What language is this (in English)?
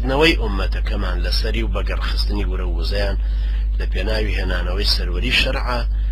Central Kurdish